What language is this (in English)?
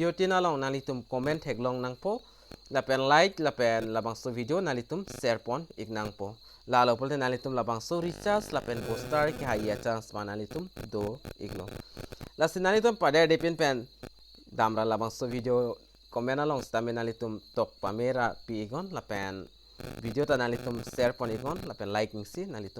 Karbi